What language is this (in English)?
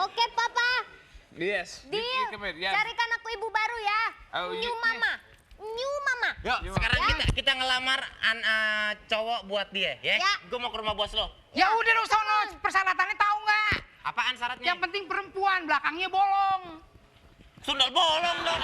Betawi